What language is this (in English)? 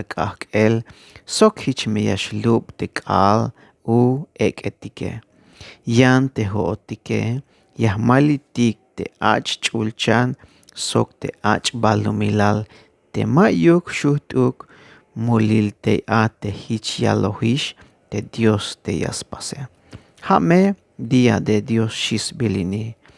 Tzeltal